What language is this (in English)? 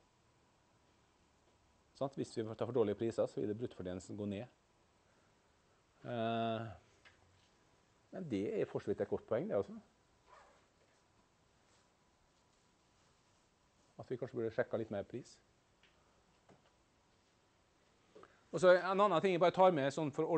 Norwegian